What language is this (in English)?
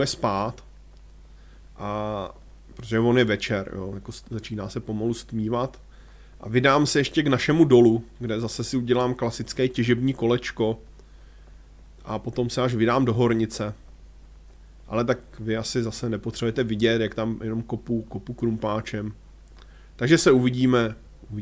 Czech